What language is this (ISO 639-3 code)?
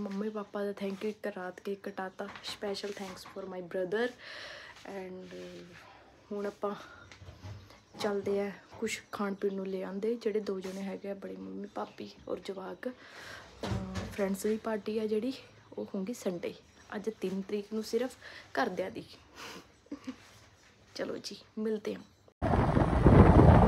pan